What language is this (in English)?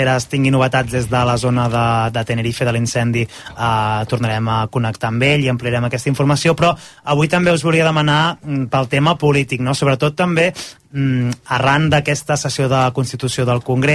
Catalan